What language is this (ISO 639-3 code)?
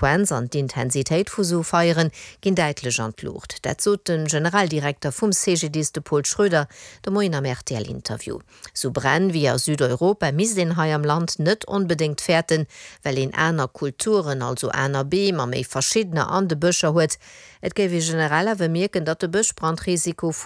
ltz